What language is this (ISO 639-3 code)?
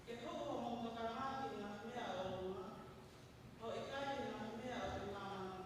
ton